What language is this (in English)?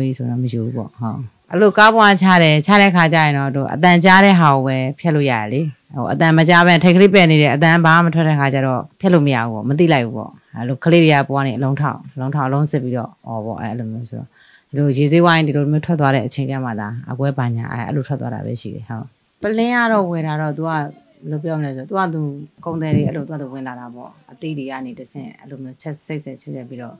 Burmese